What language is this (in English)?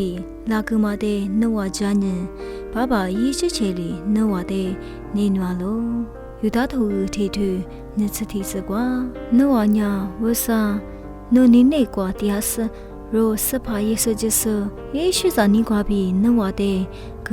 Lisu